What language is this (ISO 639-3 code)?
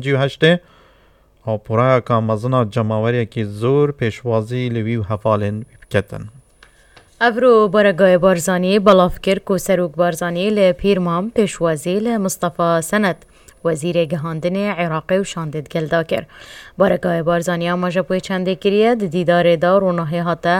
kur